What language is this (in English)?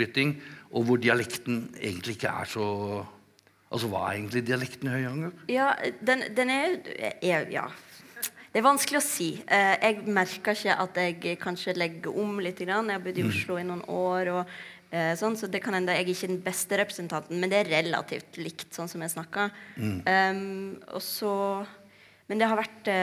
Norwegian